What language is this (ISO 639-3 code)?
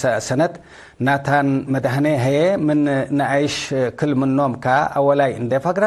tig